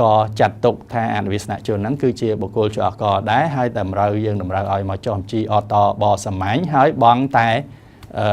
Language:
Khmer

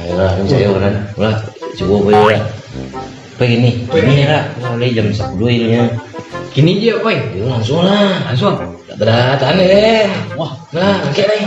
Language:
Minangkabau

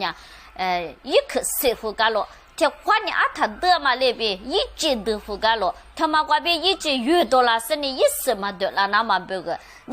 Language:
Lisu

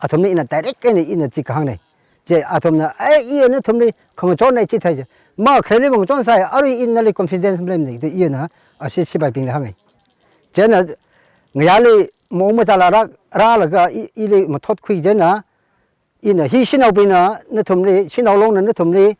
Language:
Tangkhul Naga (India)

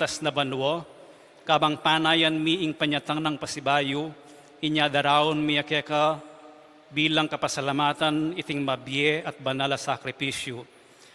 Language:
Pampanga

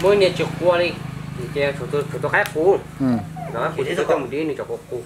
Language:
Hmong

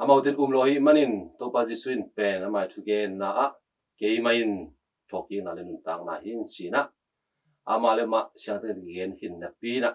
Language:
Tedim Chin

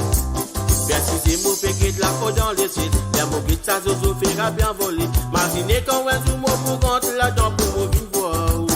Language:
Morisyen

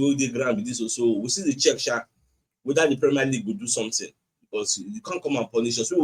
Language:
Nigerian Pidgin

